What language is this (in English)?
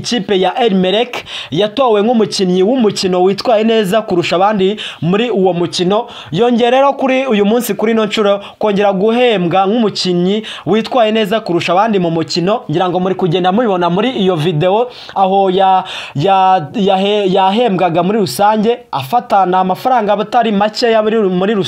Kinyarwanda